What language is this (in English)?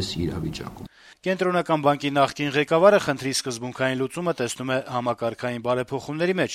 Armenian